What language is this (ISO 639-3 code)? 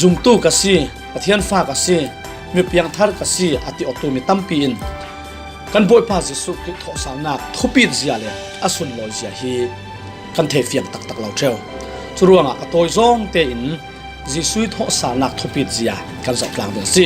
cfm